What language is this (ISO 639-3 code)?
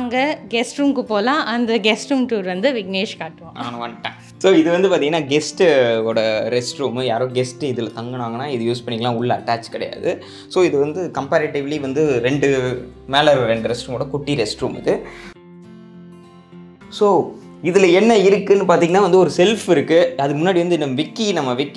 tam